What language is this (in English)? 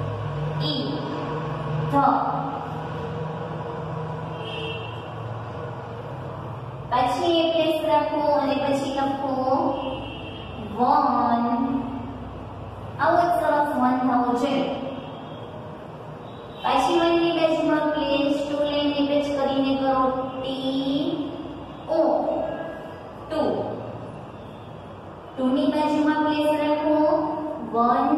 Gujarati